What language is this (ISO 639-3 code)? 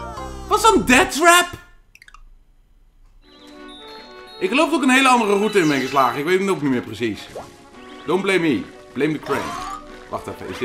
nld